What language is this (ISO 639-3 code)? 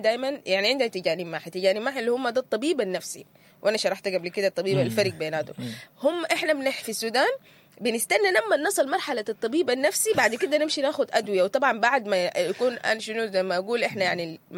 apd